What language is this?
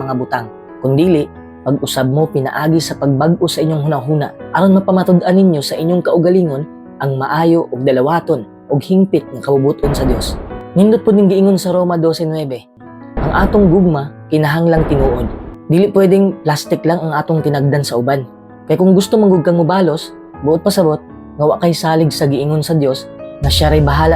Cebuano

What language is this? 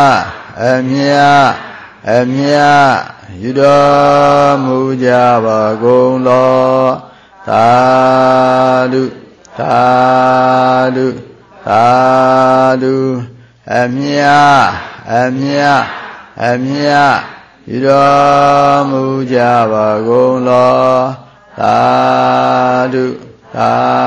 Burmese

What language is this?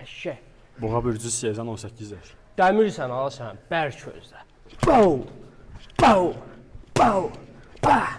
Azerbaijani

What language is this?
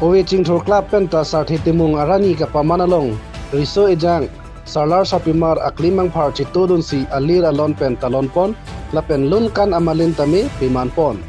Karbi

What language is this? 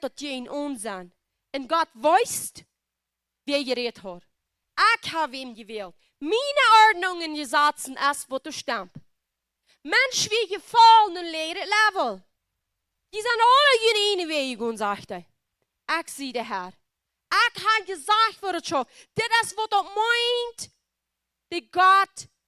Plautdietsch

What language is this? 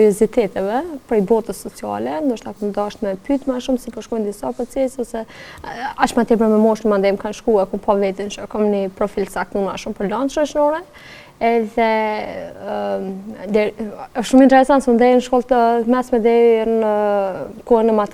Albanian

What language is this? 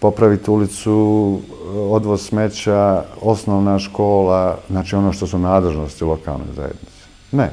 Bosnian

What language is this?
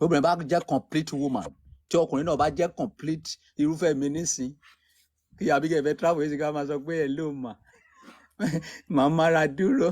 Yoruba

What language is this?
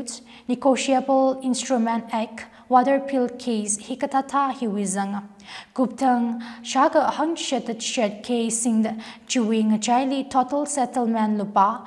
Tangkhul Naga (India)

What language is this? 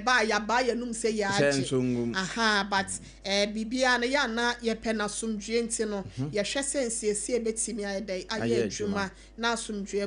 Akan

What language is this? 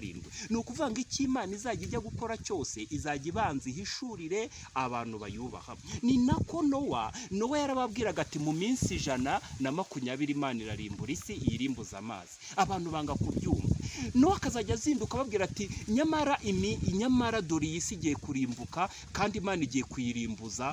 Kinyarwanda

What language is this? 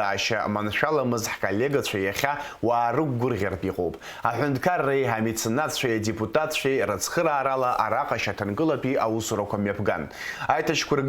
Abkhazian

